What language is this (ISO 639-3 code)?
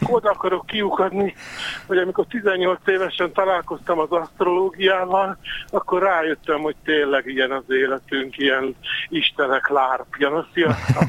hun